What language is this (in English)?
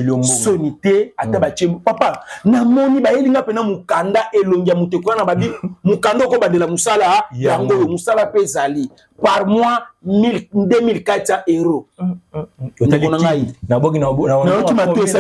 Lingala